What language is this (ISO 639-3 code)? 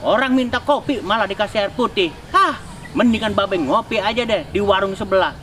bew